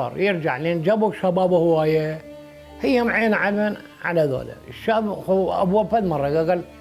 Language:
Mesopotamian Arabic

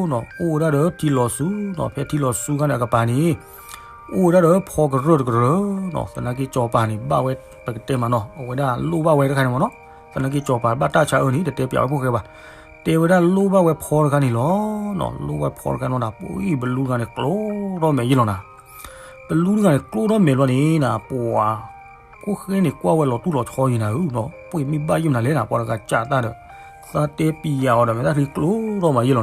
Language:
S'gaw Karen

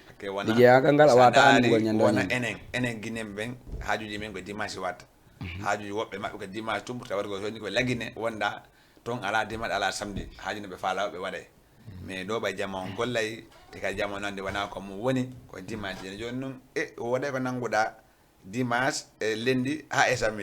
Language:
Fula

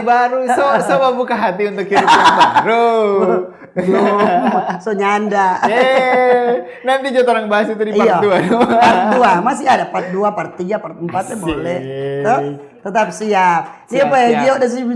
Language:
Manado Malay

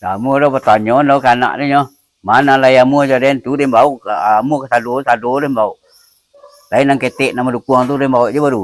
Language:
Minangkabau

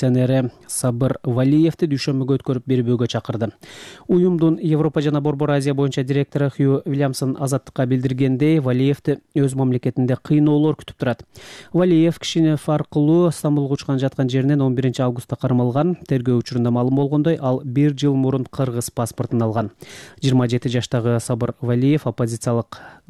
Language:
Kyrgyz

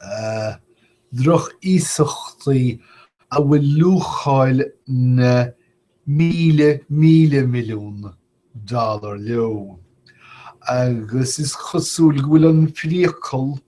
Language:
Irish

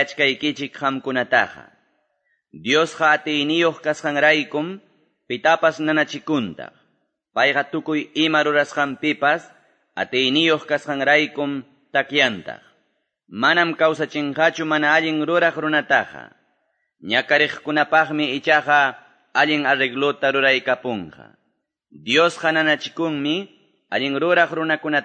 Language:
Quechua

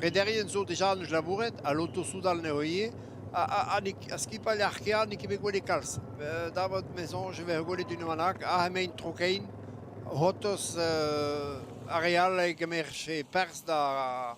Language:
Breton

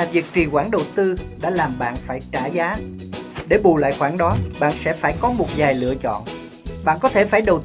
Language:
Vietnamese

